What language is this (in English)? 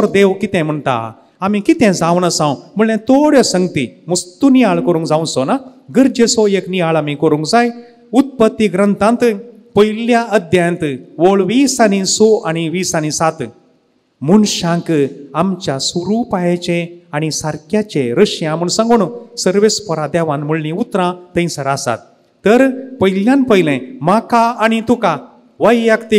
Konkani